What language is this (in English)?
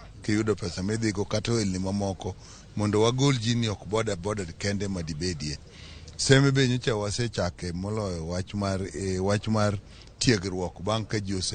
Luo (Kenya and Tanzania)